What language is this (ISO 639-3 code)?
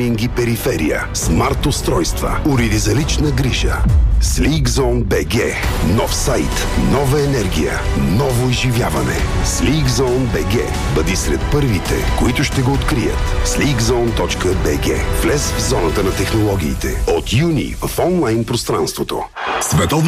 bul